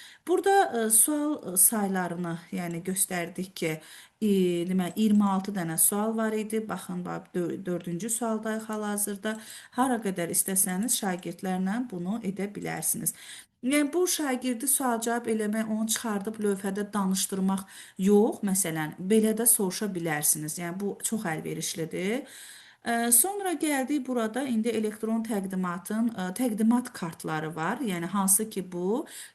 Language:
Azerbaijani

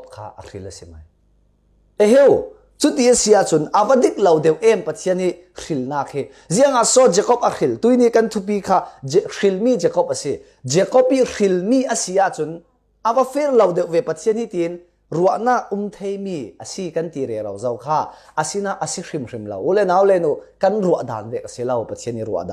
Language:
Falam Chin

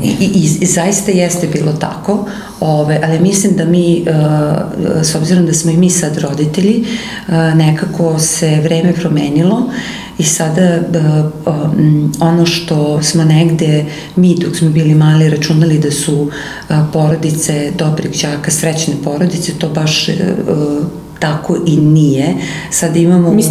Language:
Serbian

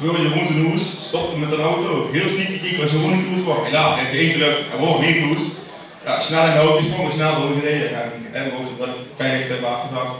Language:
Limburgish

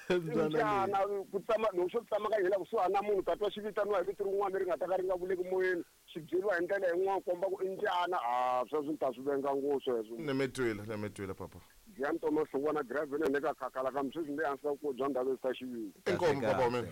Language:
Tsonga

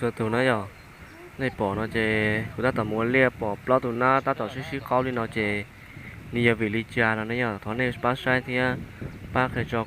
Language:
Hmong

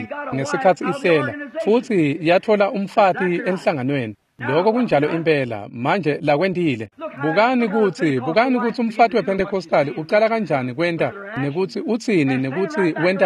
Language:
Swati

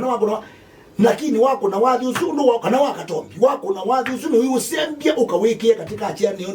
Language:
Kamba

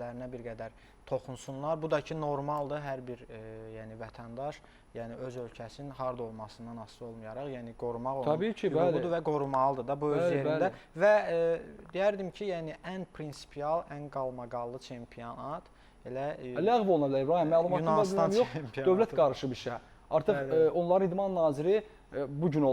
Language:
Azerbaijani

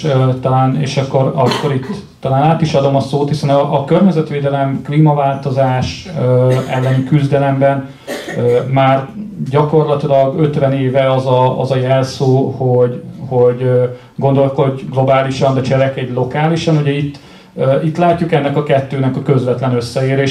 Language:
Hungarian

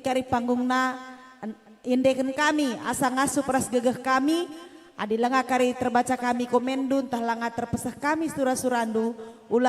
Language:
Batak Karo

